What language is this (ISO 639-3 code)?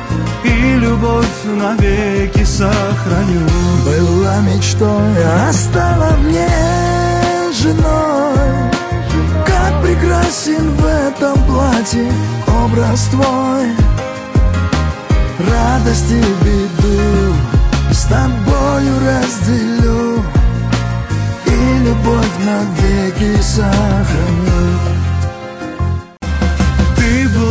rus